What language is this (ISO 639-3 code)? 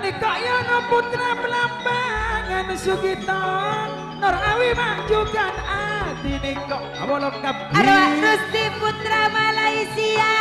mad